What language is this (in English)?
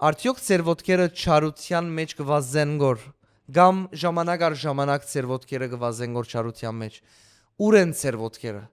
Western Armenian